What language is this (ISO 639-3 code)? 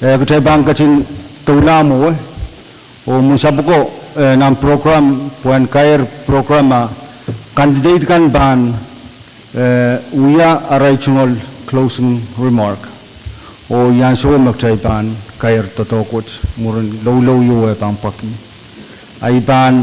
pon